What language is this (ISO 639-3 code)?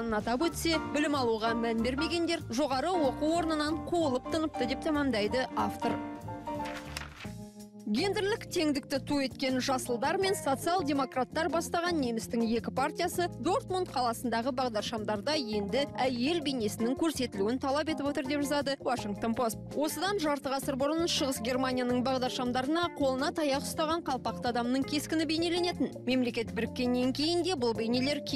kaz